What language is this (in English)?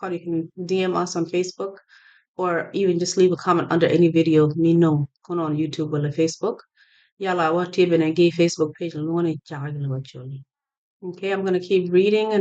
Acoli